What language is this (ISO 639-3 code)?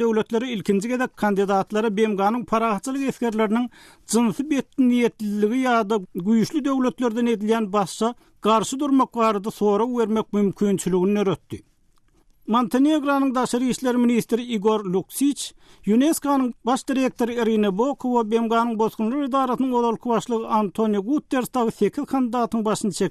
tuk